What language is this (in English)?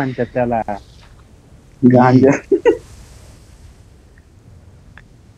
Marathi